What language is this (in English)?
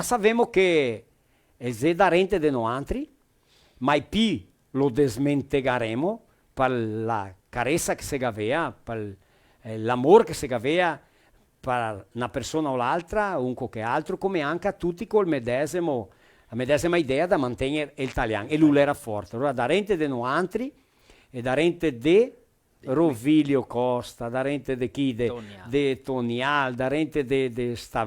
Venetian